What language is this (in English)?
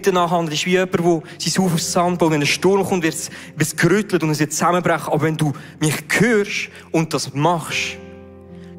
Swiss German